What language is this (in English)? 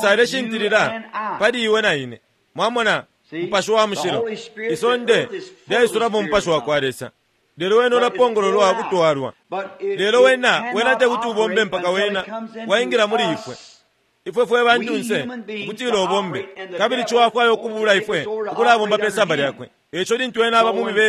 Bemba